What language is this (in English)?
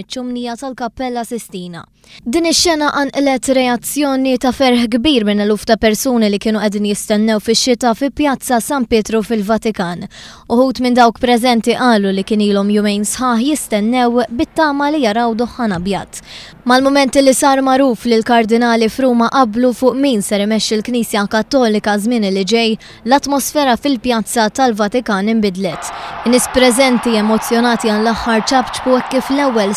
Maltese